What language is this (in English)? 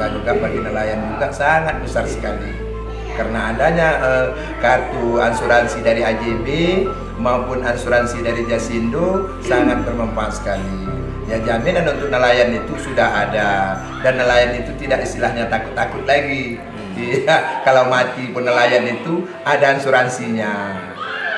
Indonesian